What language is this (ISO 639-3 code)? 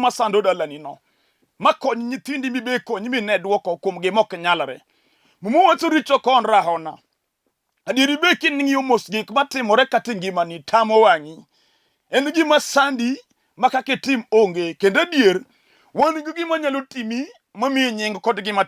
luo